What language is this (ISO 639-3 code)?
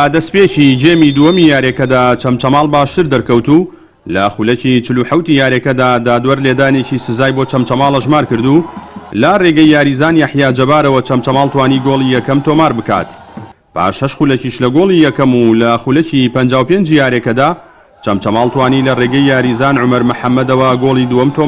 ckb